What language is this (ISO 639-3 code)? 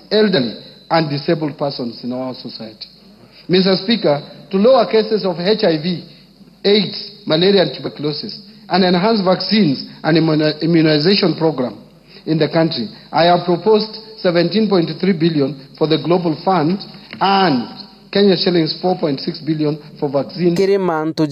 mer